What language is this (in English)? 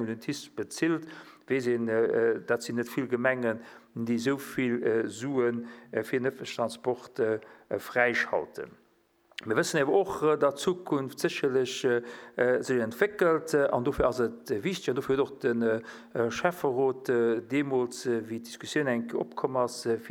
Luxembourgish